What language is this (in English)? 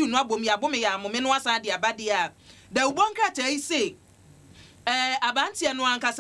Akan